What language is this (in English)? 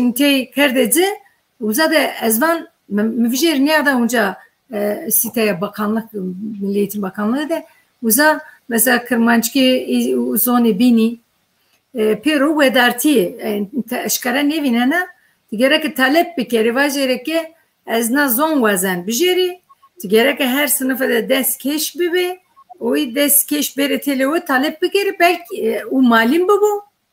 Zaza